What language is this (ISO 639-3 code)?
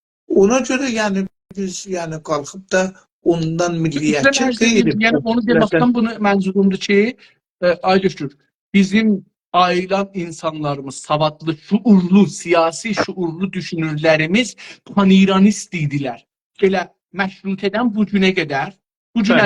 azb